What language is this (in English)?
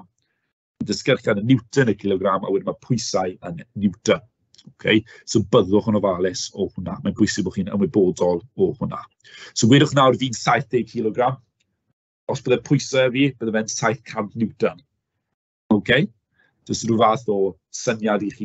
Welsh